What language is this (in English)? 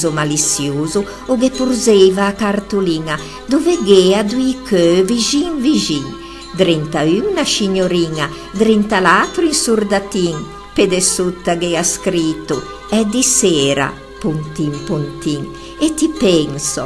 Ligurian